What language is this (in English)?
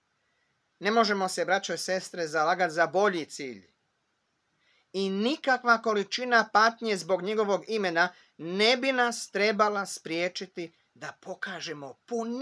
Croatian